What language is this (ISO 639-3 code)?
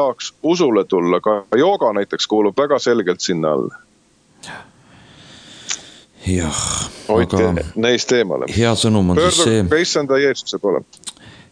est